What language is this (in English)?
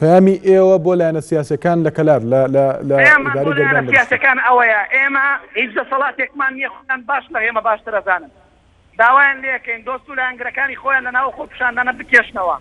Central Kurdish